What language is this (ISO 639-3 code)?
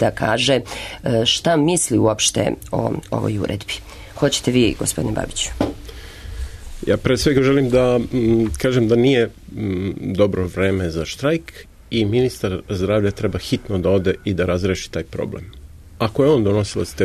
srp